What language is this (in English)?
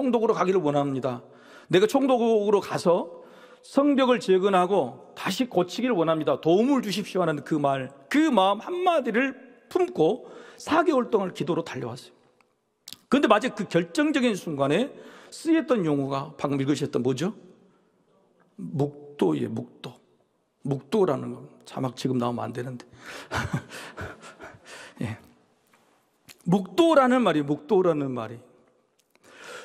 Korean